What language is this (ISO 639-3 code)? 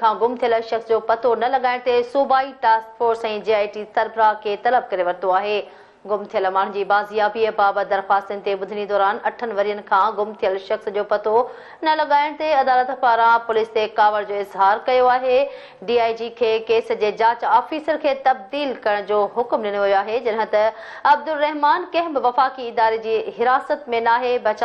snd